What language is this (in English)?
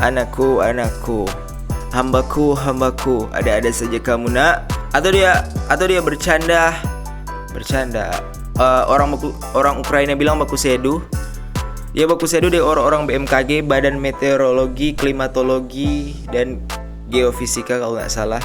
Manado Malay